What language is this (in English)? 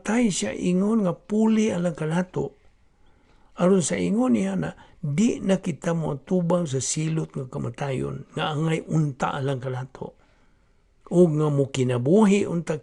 Cebuano